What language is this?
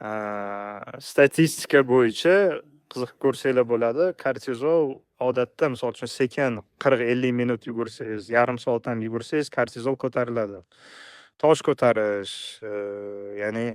Uzbek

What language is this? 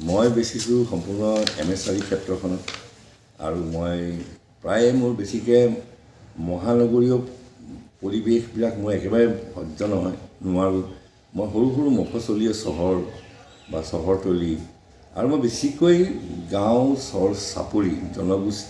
Assamese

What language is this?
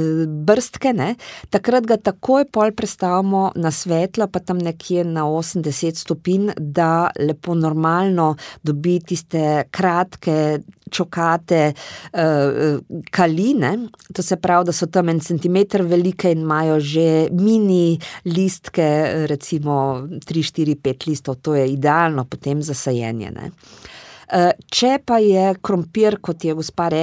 Slovenian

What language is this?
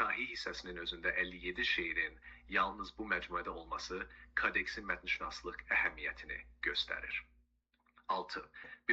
South Azerbaijani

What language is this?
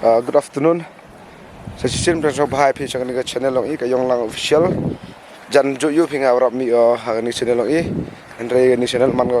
Khasi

